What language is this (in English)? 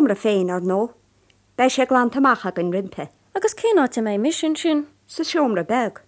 Irish